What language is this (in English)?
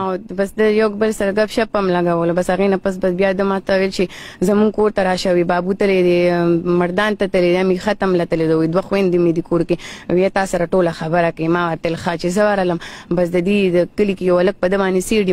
Pashto